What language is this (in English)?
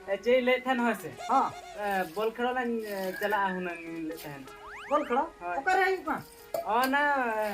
Santali